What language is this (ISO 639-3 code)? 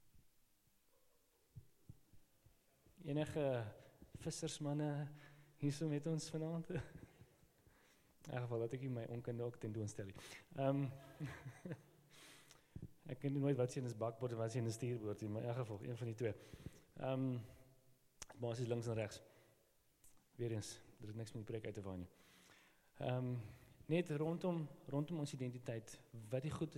afr